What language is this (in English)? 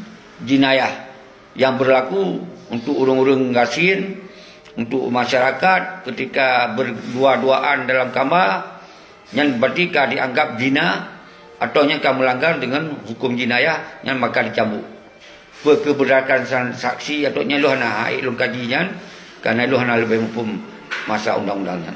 Achinese